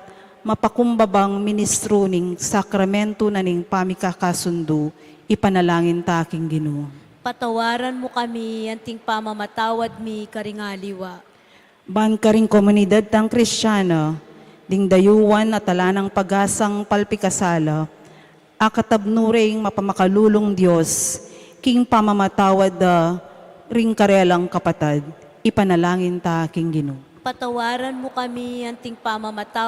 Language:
Pampanga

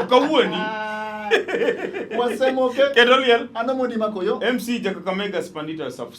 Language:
Luo (Kenya and Tanzania)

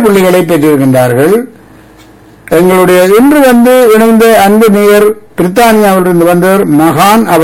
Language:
Tamil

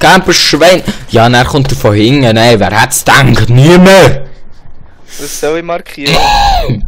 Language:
Swiss German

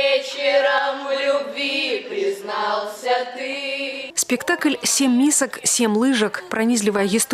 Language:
Belarusian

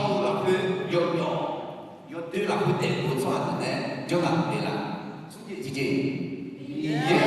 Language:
Akha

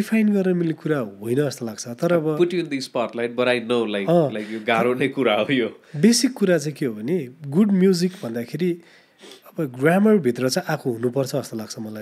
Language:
Nepali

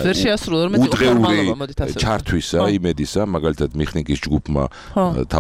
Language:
Georgian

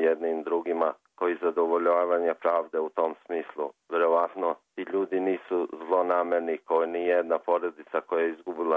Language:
Serbian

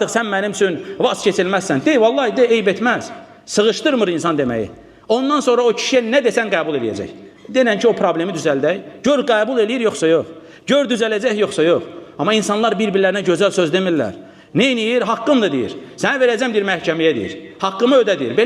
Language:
Azerbaijani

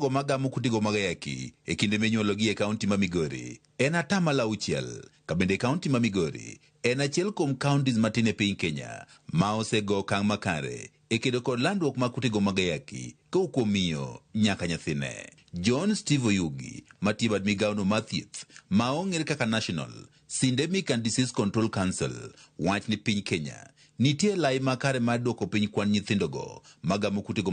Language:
Luo (Kenya and Tanzania)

